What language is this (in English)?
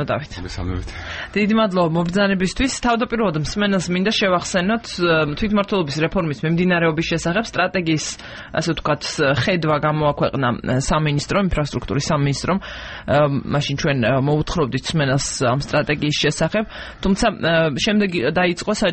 Georgian